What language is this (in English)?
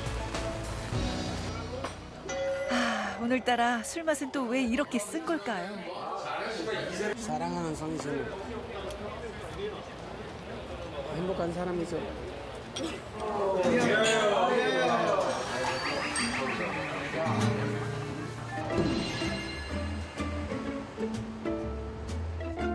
Korean